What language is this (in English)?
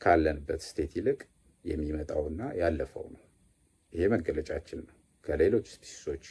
Amharic